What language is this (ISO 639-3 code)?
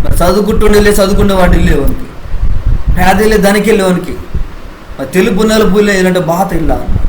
kff